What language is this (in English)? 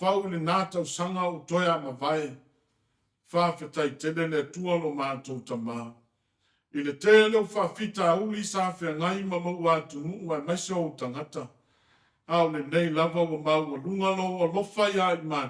Samoan